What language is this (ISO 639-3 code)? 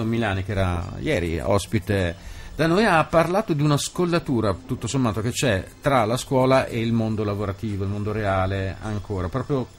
ita